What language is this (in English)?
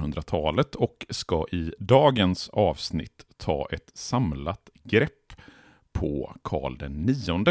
Swedish